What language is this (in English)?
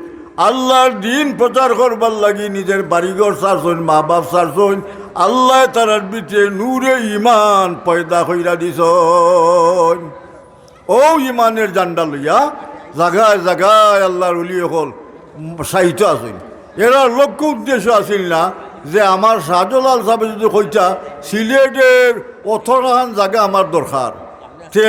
Sylheti